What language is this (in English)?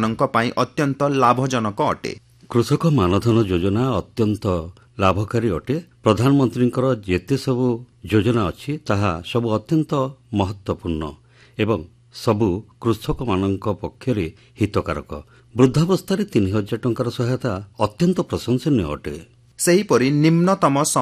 Odia